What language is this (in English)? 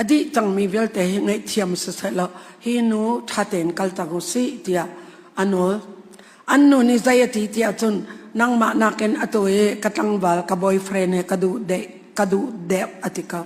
Hakha Chin